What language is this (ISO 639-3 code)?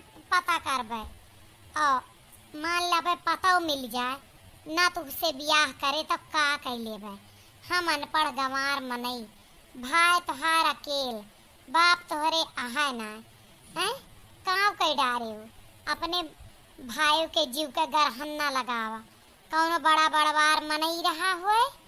awa